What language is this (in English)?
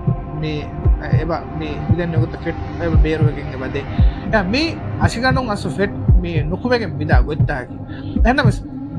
Divehi